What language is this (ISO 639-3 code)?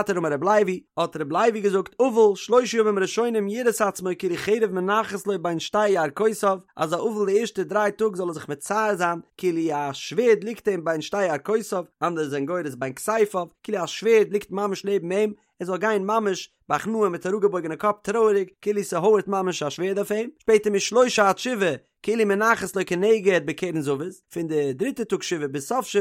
yid